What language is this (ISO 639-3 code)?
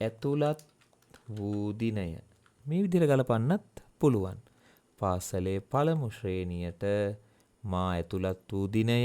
sin